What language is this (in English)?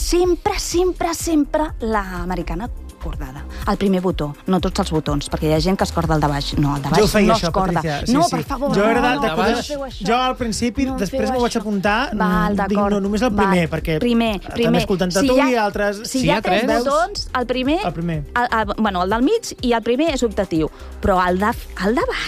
Catalan